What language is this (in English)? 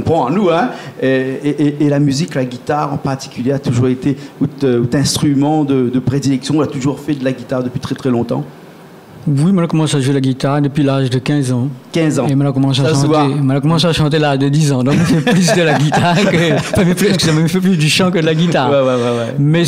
Réunion Creole French